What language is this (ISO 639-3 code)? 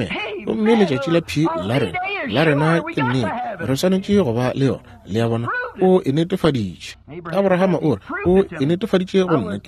nso